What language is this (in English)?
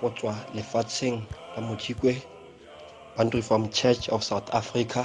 Tswana